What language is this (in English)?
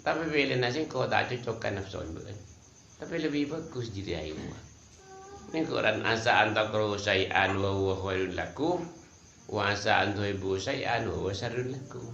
Madurese